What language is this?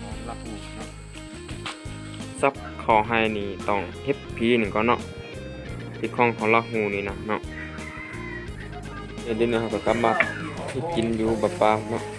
Lao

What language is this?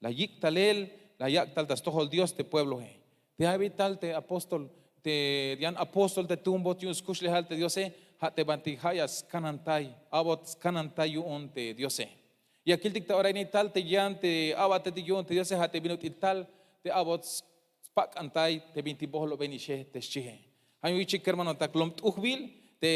Tzeltal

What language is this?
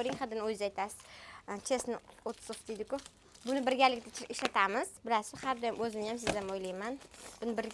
Uzbek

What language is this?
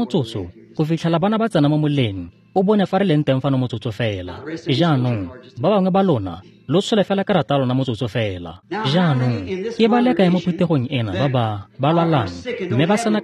Tswana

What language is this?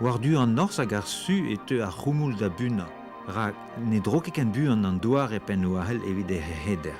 Breton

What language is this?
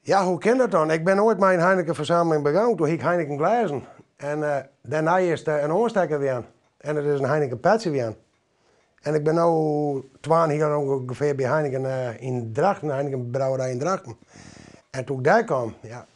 Western Frisian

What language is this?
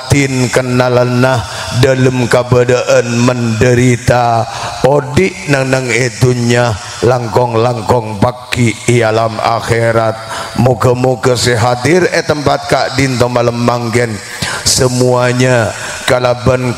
Madurese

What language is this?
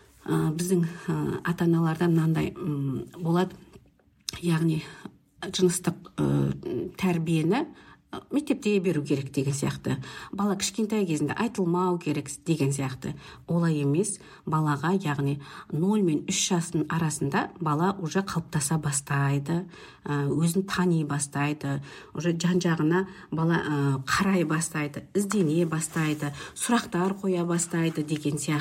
Kazakh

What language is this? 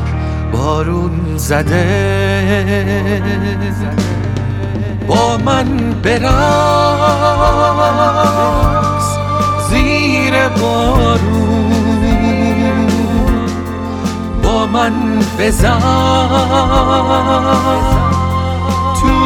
Persian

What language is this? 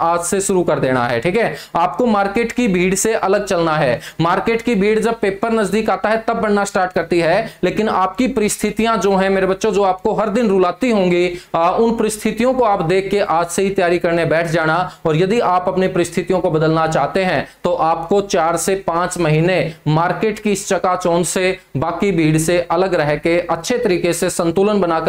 Hindi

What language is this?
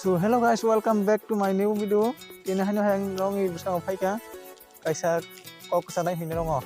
Kok Borok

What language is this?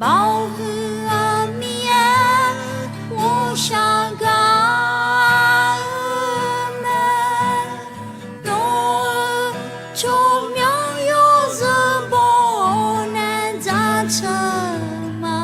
Akha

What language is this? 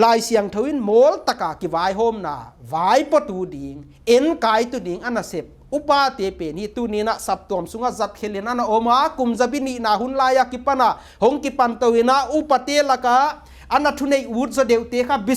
Paite Chin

